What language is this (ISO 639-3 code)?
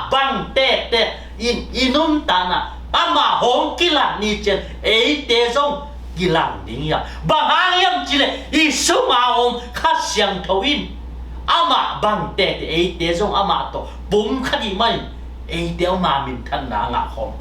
ctd